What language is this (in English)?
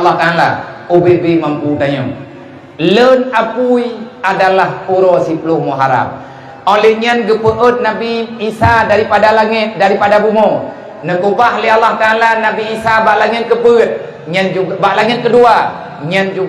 Achinese